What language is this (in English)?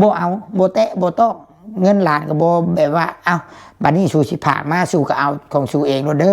Lao